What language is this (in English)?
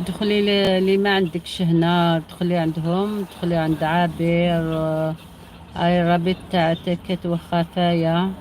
Algerian Arabic